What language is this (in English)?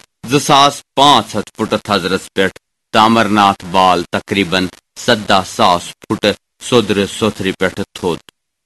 Kashmiri